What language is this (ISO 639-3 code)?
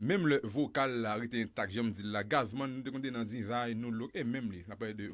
hat